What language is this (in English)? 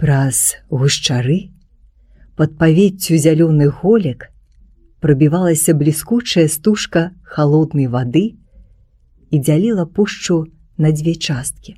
Belarusian